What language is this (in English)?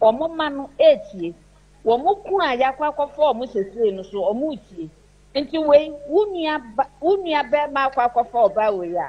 Akan